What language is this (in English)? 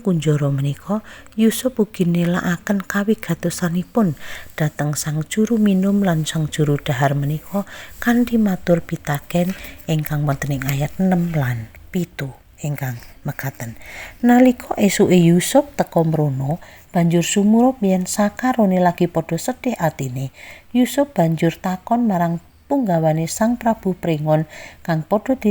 Javanese